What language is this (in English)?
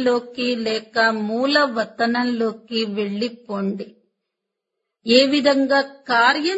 Telugu